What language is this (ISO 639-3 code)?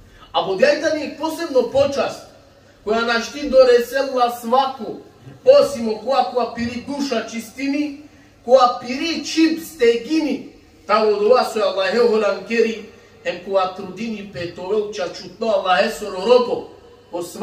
rmn